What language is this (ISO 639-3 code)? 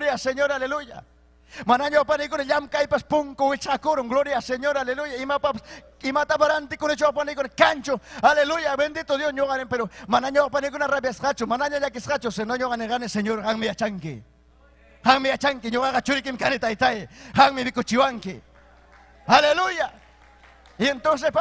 quy